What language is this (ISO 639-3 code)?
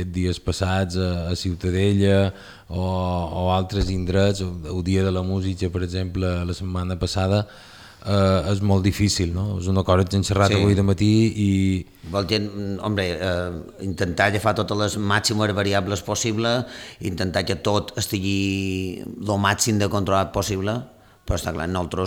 cat